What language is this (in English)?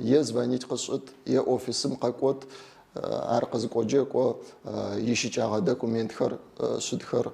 Adyghe